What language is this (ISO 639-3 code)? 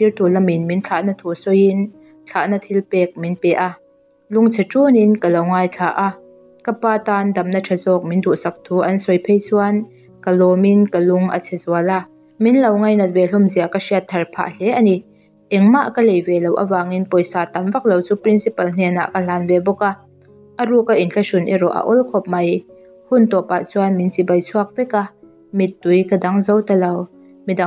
lus